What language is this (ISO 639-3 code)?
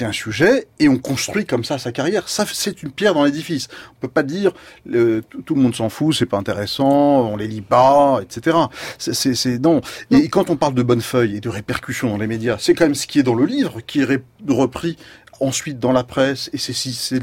fra